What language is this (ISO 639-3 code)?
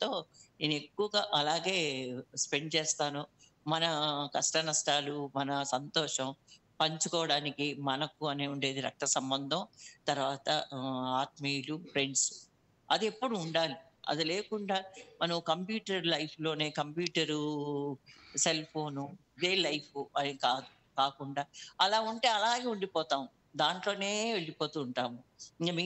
tel